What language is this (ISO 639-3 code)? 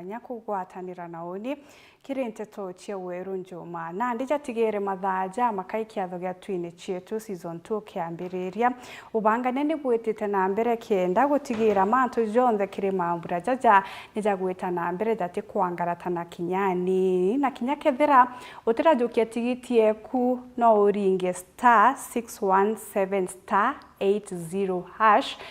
mer